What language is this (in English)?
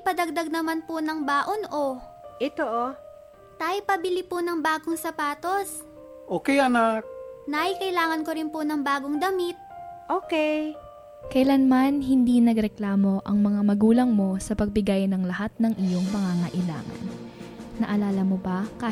Filipino